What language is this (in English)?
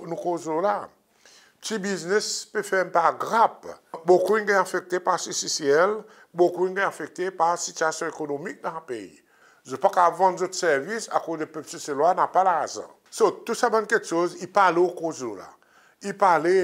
Seselwa Creole French